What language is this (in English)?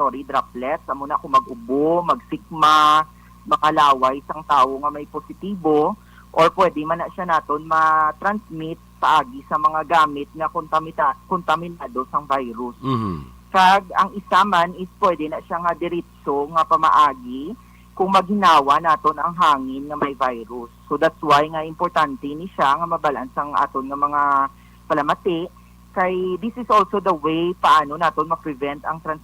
Hiligaynon